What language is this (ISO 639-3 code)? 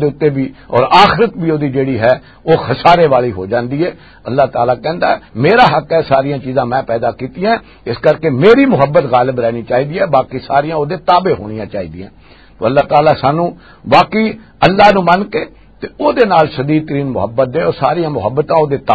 lah